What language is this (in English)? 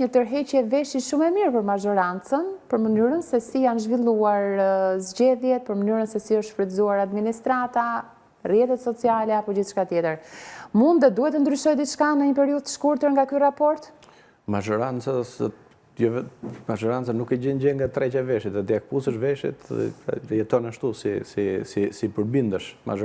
Albanian